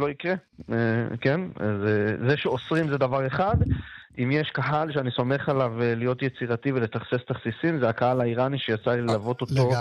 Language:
Hebrew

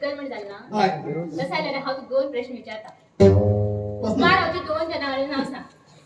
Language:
Konkani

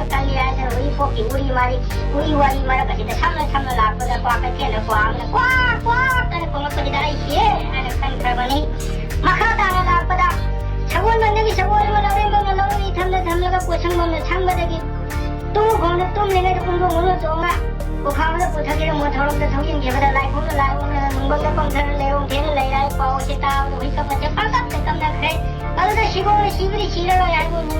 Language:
Manipuri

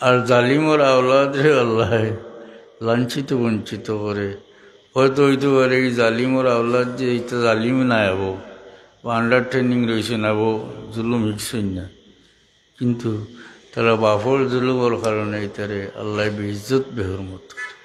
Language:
Sylheti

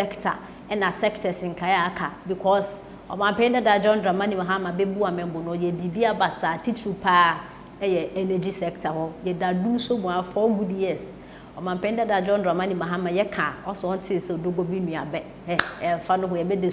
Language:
Akan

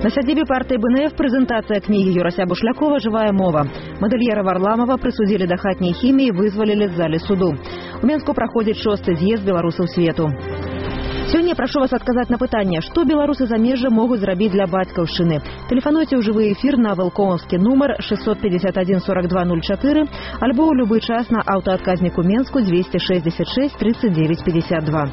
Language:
Belarusian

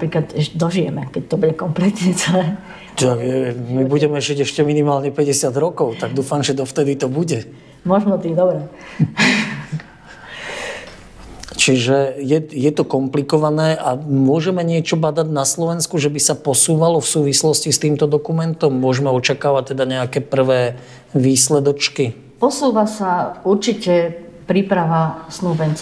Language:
Slovak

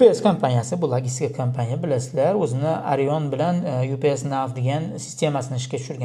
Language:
Uzbek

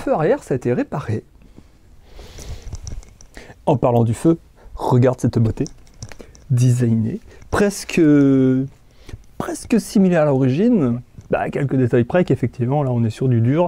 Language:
French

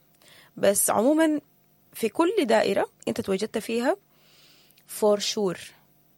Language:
Sudanese Arabic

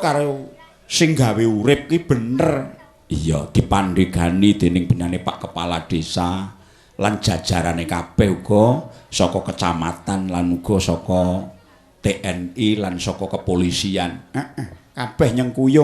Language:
Javanese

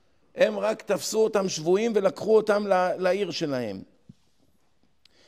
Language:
Hebrew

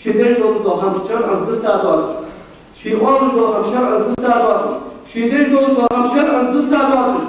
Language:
Ingush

